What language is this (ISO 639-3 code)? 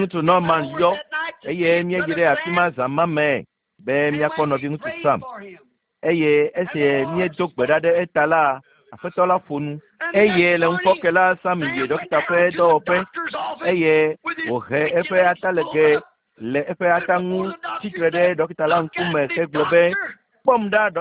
ewe